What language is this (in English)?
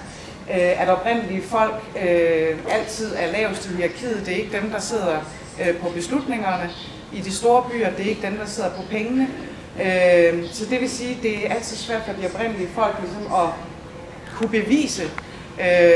Danish